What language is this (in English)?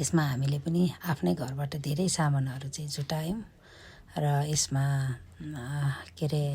Nepali